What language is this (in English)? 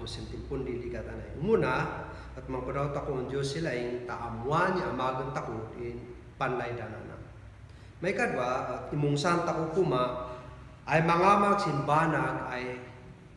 Kankanaey